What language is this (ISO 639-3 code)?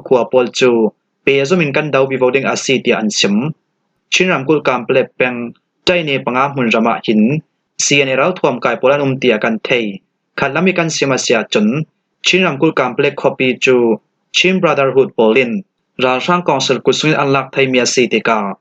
cfm